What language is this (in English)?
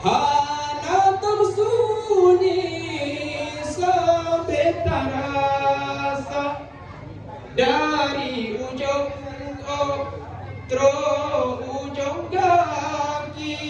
Achinese